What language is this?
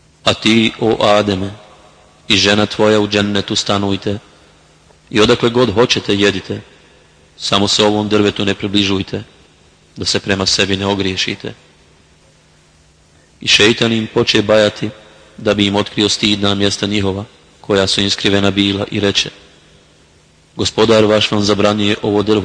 Bosnian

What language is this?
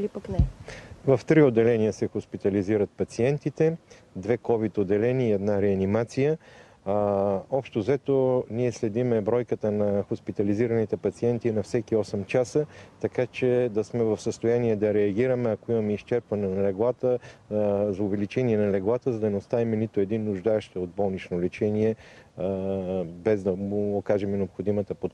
Bulgarian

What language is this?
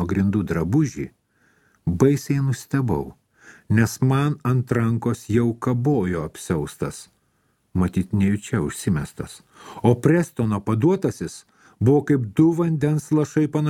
Lithuanian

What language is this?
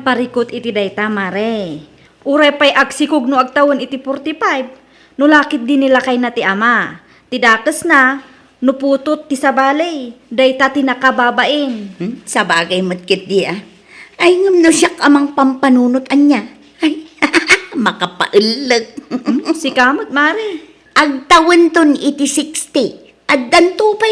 Iloko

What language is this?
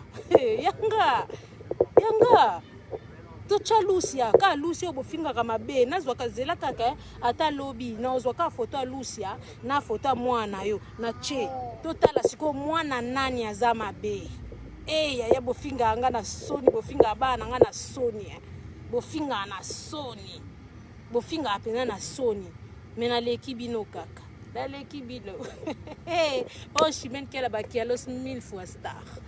Lingala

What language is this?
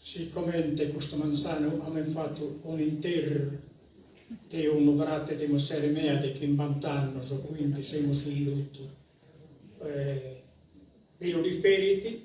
Sardinian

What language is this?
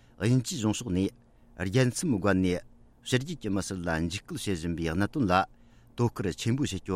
Tibetan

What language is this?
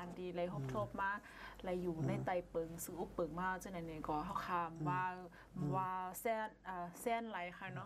Shan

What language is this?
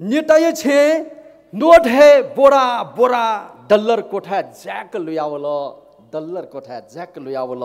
Newari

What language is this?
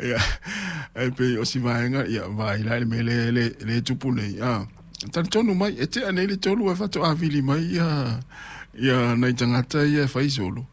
Samoan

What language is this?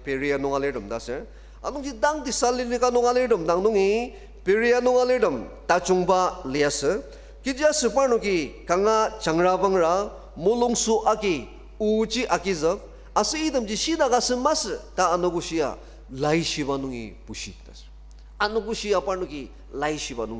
Ao Naga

